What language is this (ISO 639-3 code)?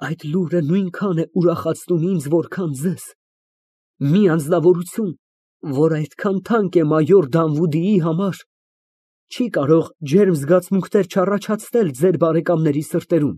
hye